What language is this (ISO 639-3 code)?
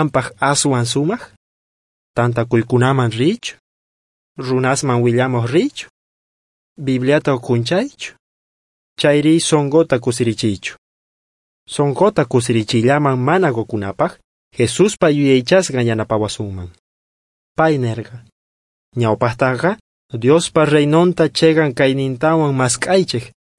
quh